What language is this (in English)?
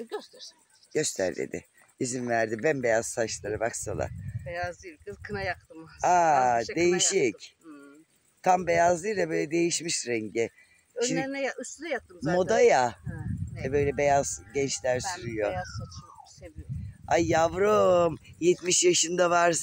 Turkish